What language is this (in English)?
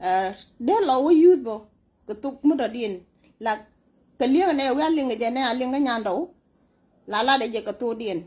Nuer